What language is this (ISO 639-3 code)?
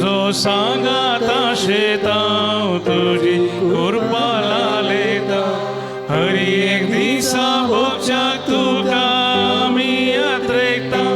kok